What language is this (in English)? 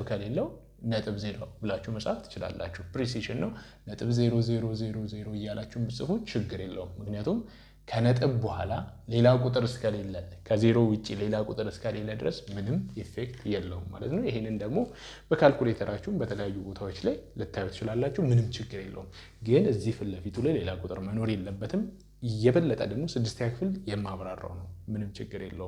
Amharic